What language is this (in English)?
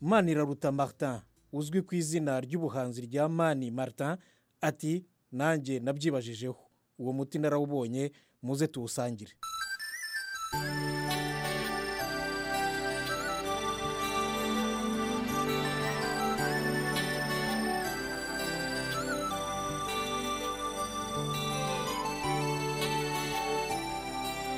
Kinyarwanda